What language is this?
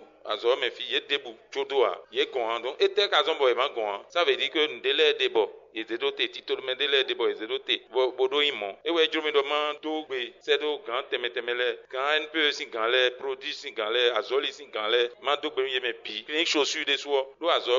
Fon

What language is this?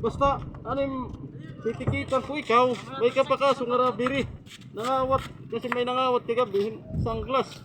Waray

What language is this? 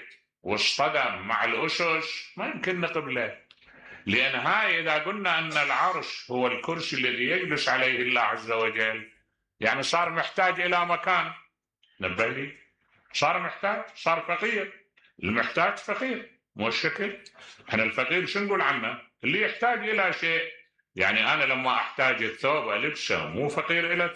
Mesopotamian Arabic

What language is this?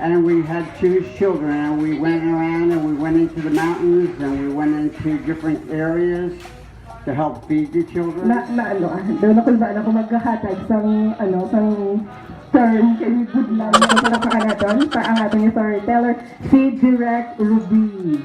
Hiligaynon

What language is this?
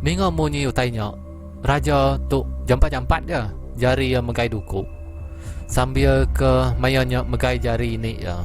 Iban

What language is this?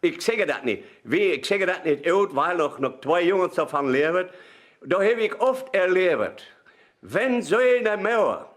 Westphalien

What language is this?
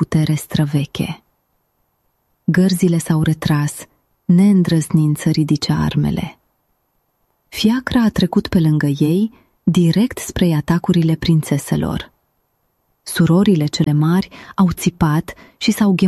Romanian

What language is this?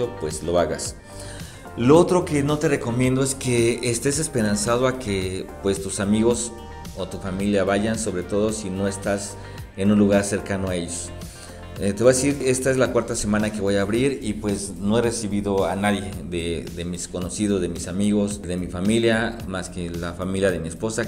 Spanish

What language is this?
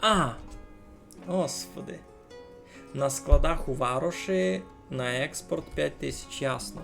Rusyn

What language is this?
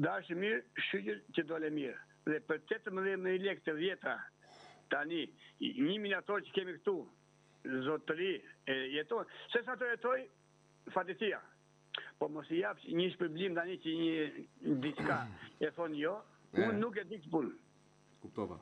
Albanian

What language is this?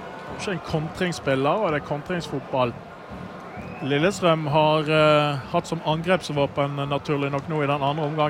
Norwegian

